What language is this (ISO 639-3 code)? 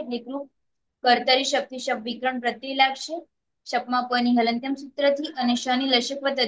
guj